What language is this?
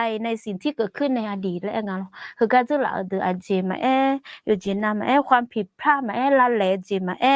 Akha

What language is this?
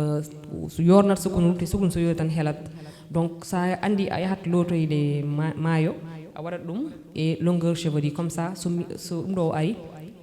Fula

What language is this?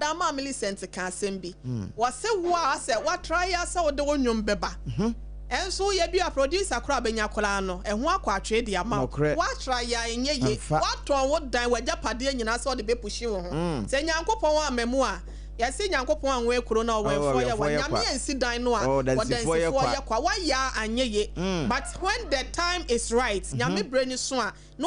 Akan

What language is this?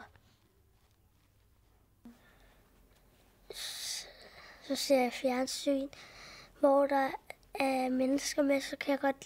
Danish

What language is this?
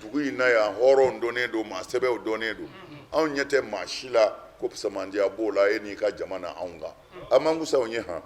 Bambara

